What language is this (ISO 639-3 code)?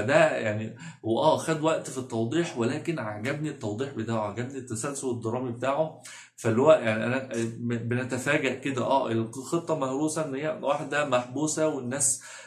arz